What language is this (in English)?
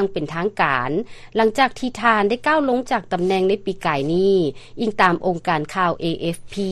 Lao